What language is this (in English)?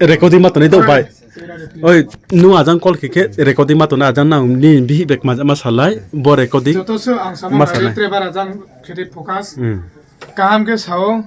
Riang (India)